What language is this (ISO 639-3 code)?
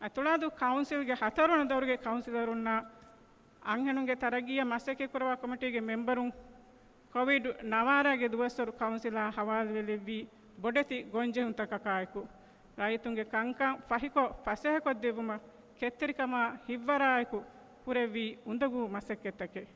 div